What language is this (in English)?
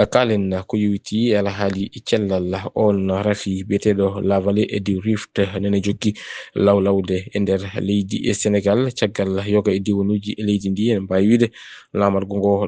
Fula